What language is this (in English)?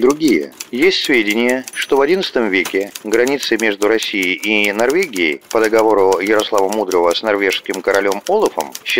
Russian